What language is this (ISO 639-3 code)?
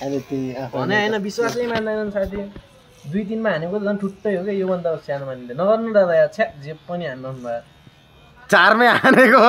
nep